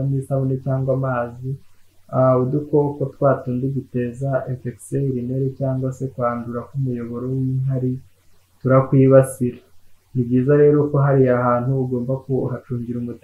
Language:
Kinyarwanda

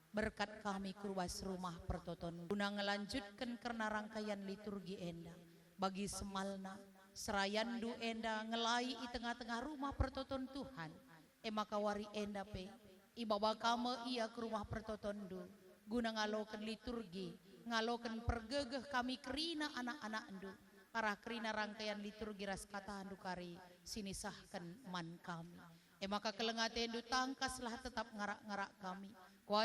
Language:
Batak Karo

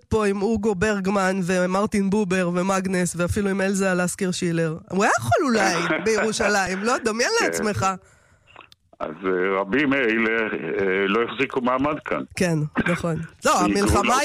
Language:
Hebrew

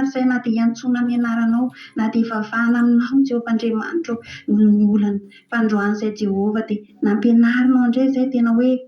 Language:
Malagasy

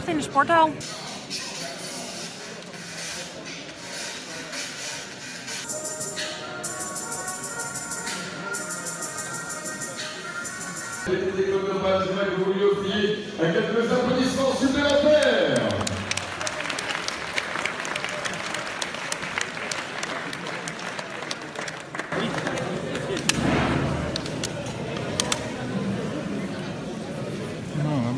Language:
Dutch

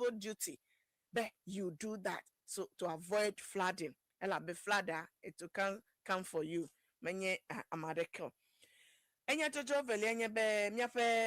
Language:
Ewe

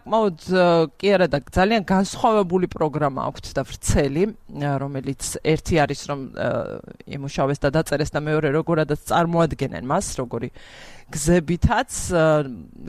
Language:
Georgian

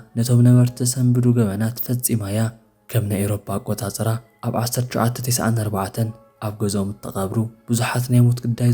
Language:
Tigrinya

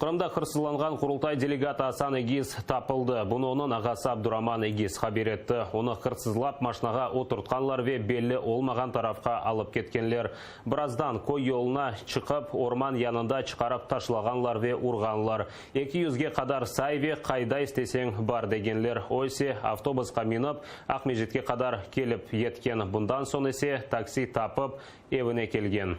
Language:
Crimean Tatar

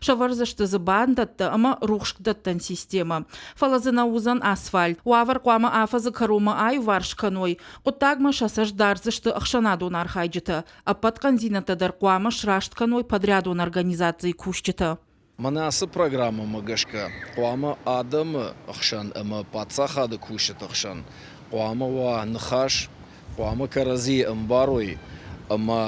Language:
Ossetic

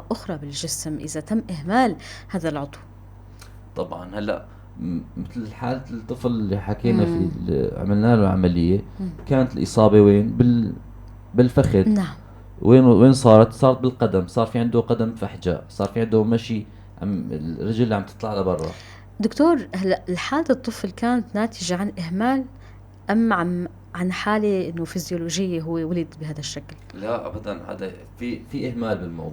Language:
North Levantine Arabic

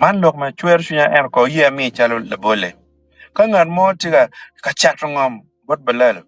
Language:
Acoli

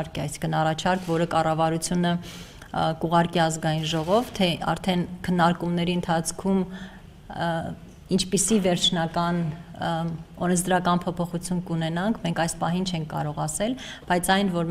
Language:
Armenian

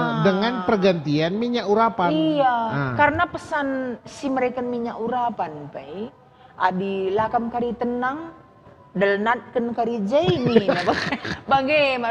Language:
Batak Karo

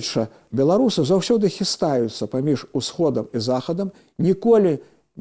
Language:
Belarusian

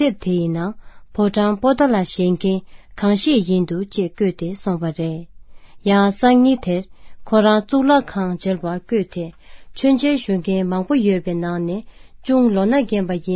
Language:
Tibetan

